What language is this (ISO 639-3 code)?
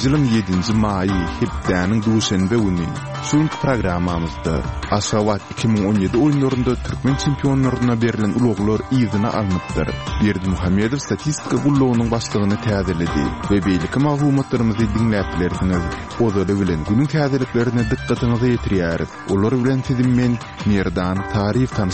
kir